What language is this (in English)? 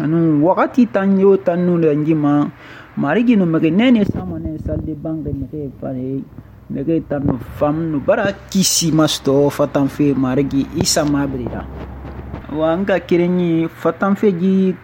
Susu